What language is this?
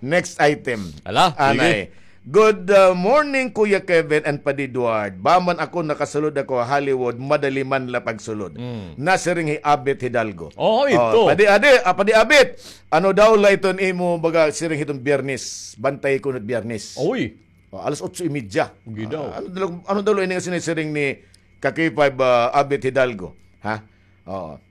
Waray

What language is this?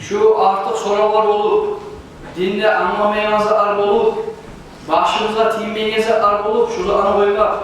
Kumyk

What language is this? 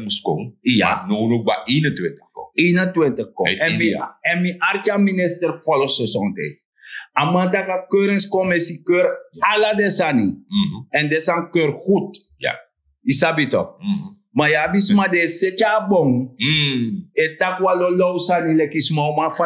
Sranan Tongo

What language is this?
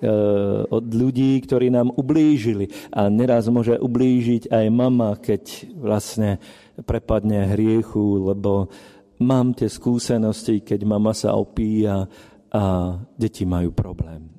Slovak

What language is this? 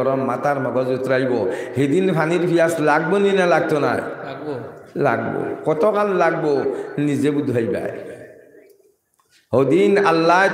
Sylheti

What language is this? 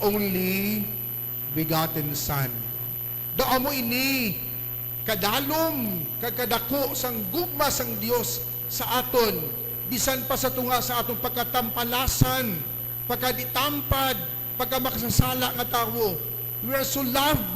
Hiligaynon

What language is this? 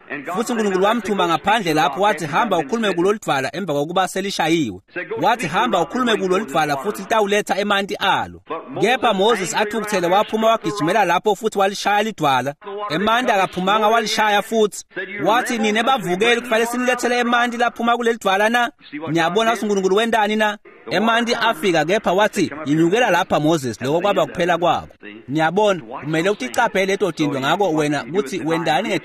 Swati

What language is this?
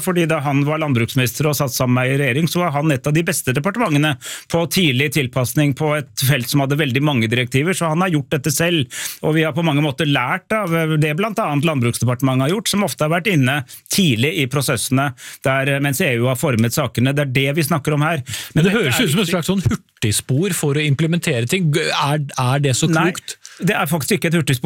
Norwegian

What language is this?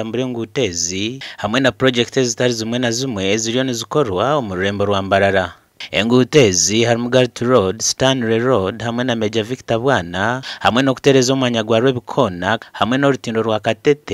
Nyankole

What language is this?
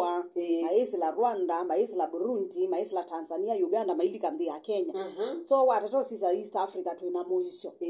Kamba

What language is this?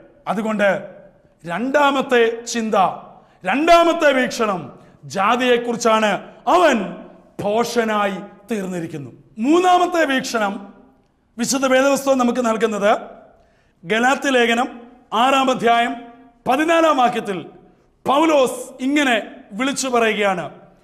Malayalam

